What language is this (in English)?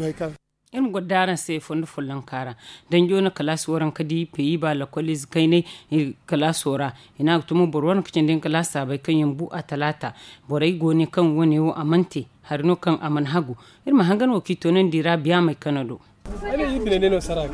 Zarma